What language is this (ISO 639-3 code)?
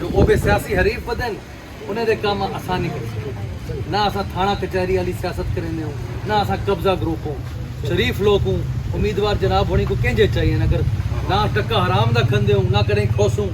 skr